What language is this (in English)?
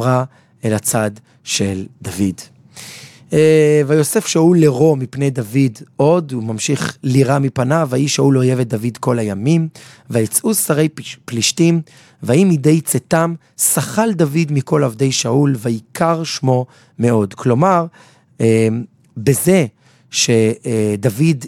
Hebrew